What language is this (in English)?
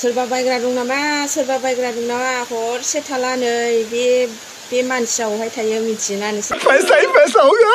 Bodo